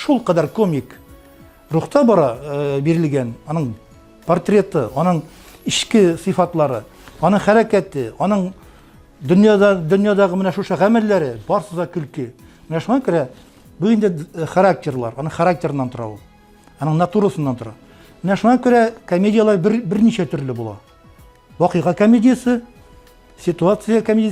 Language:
Tatar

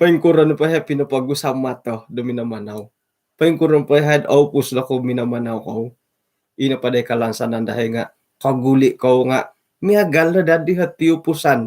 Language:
Central Dusun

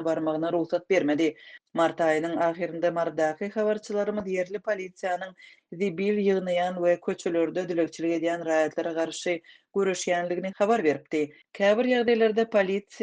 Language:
Turkmen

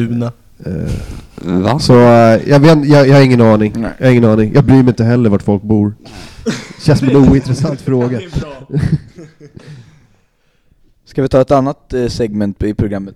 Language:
Swedish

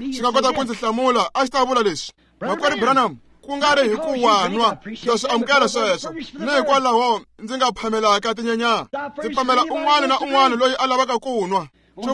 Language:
Tsonga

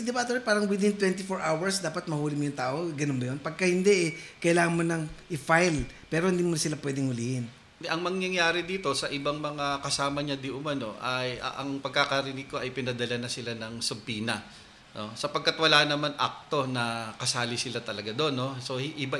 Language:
Filipino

